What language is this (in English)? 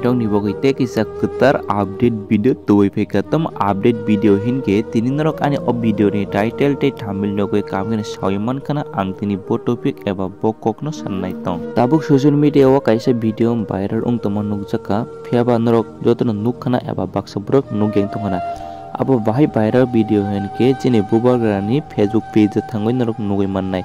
Kok Borok